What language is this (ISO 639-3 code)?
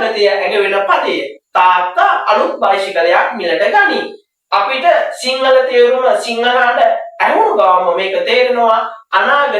sin